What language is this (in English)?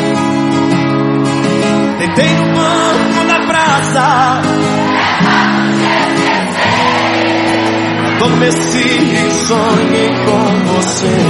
Portuguese